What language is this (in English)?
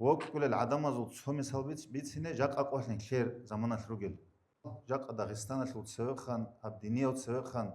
Avaric